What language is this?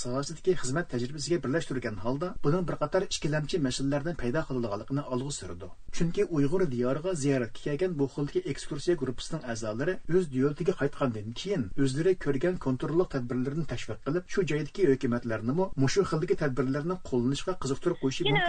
Uyghur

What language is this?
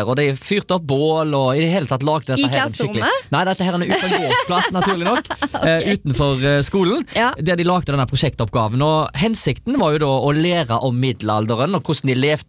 Norwegian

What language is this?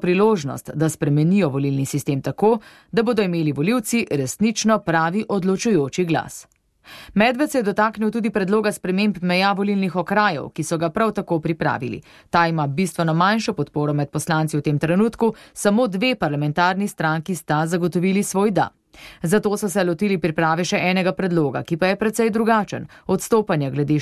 Slovenian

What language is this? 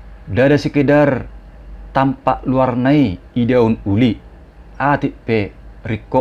Batak Toba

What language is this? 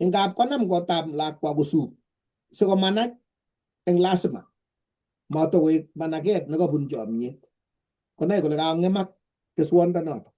Kalenjin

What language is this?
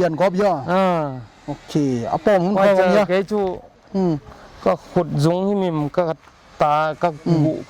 Paite Chin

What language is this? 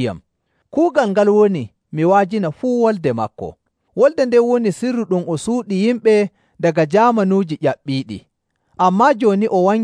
Nigerian Fulfulde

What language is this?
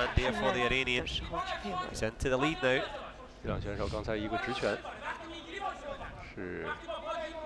Chinese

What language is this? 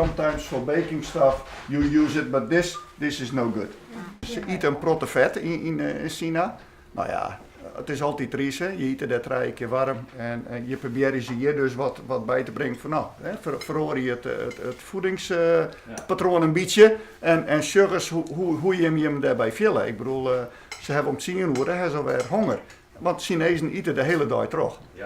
Western Frisian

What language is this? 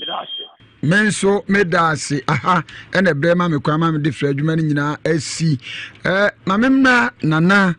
Akan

